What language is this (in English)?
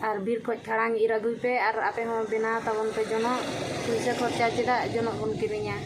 Santali